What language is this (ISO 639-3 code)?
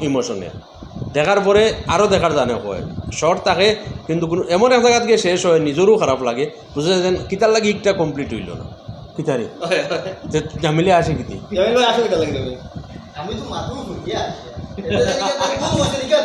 syl